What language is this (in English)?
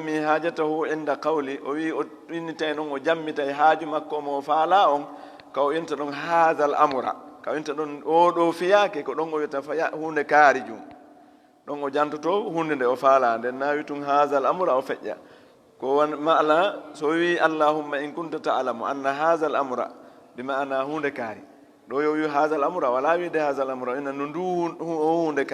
Fula